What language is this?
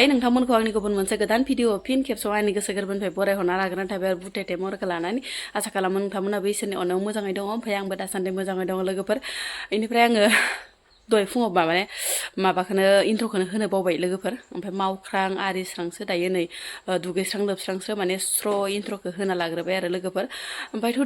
Bodo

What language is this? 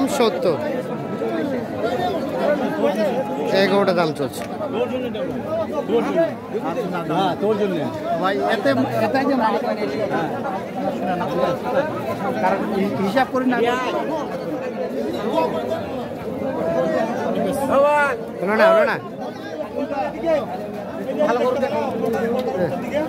Bangla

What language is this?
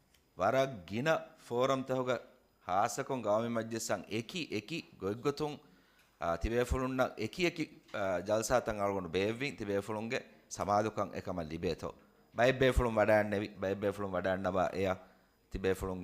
Divehi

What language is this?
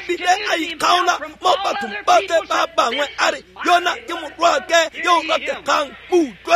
Tswana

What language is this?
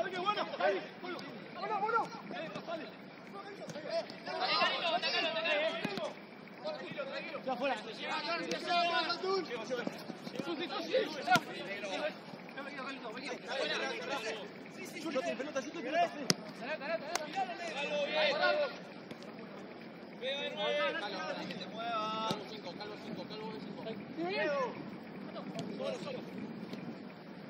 Spanish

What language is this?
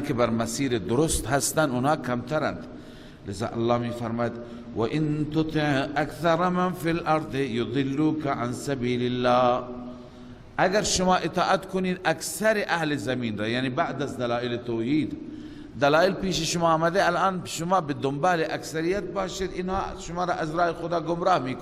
Persian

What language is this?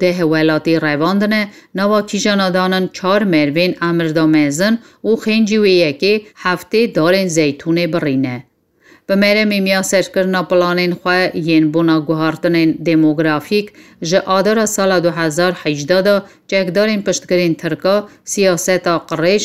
Kurdish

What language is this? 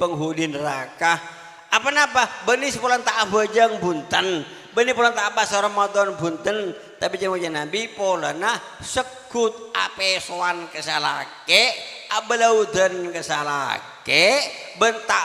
Madurese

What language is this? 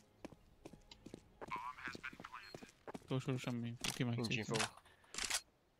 Hungarian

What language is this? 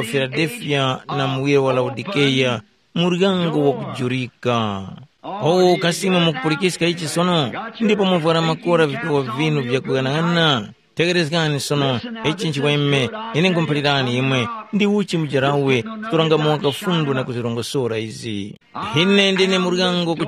Tumbuka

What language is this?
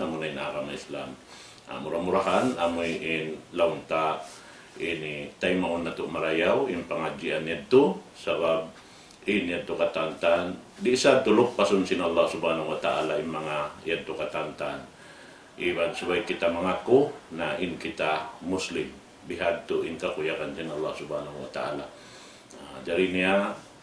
Tausug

